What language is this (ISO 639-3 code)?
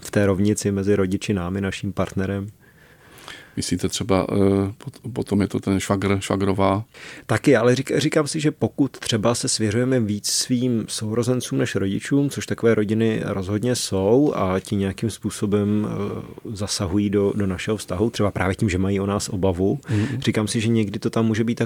ces